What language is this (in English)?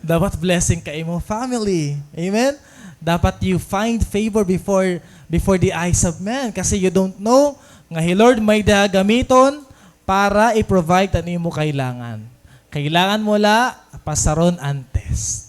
Waray